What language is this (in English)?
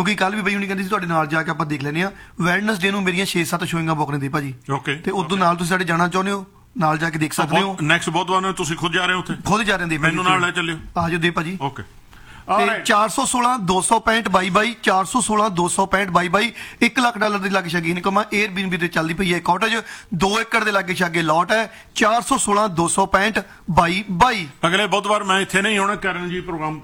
Punjabi